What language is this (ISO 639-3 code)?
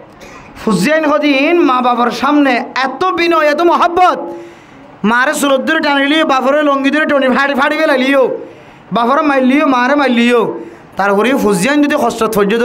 rhg